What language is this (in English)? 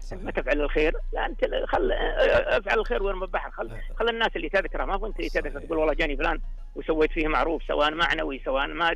Najdi Arabic